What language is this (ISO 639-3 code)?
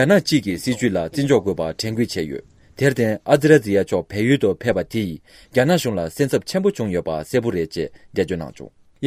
bod